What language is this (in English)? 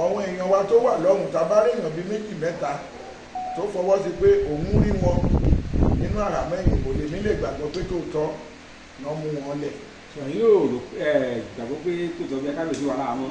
Yoruba